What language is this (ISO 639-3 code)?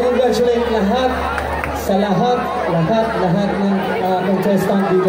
fil